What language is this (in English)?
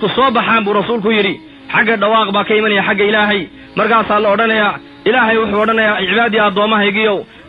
Somali